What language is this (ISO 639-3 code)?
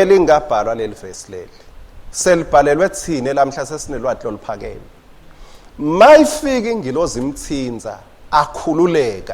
ssw